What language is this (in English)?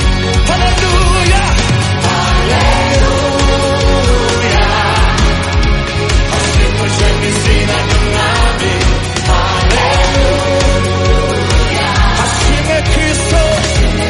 Kinyarwanda